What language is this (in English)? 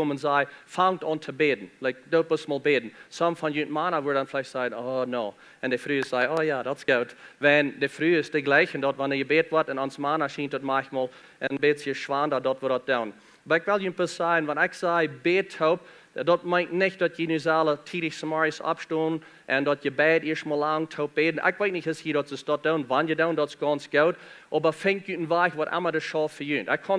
Plautdietsch